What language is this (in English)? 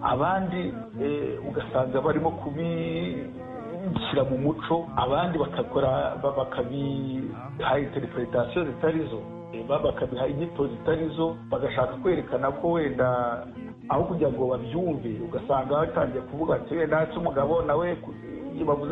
Kinyarwanda